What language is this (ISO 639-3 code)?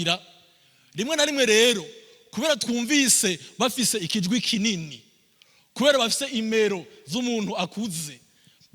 run